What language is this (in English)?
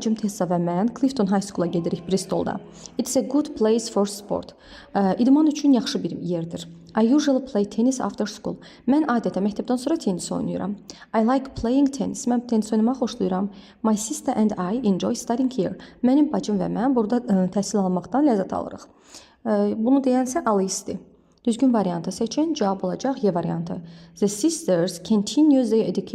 Azerbaijani